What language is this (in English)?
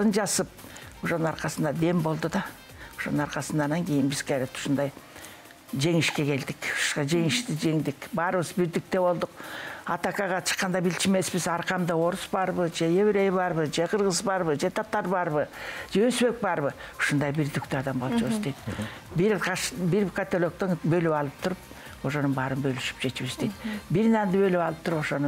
Kyrgyz